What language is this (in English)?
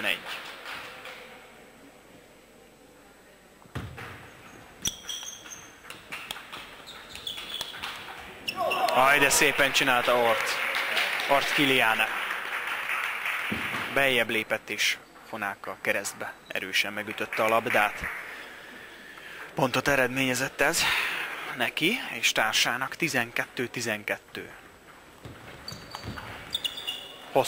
Hungarian